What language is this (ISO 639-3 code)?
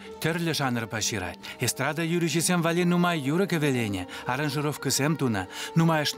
chv